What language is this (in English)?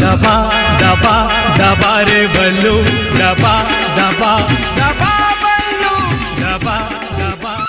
Chhattisgarhi